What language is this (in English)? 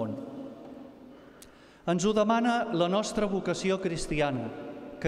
Catalan